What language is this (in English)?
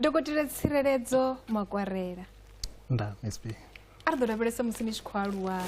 Venda